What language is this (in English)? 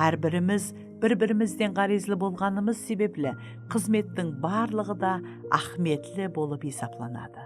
Kara-Kalpak